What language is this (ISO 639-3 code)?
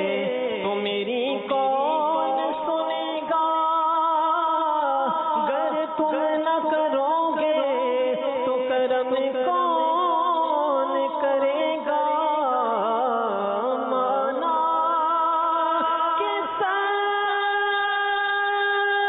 urd